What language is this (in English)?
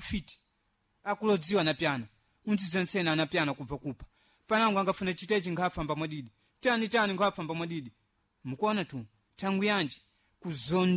Sena